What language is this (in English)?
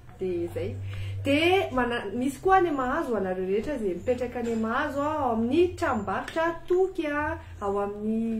Malagasy